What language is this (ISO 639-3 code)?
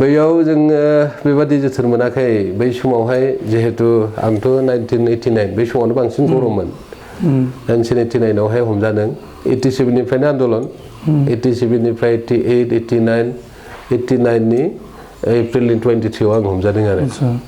brx